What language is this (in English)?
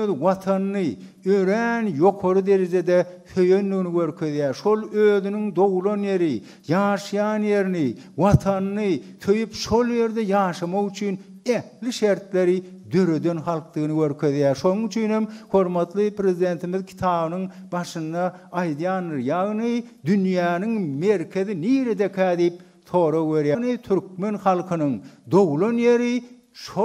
Turkmen